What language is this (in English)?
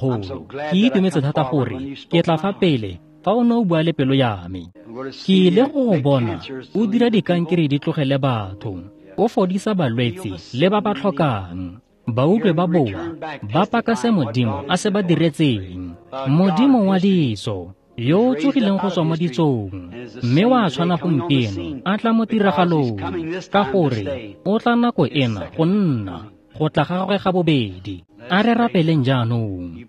Tswana